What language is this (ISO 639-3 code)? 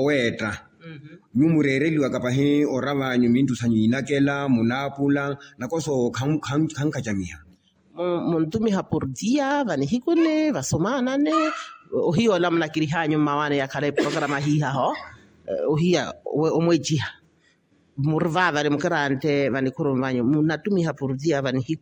vmw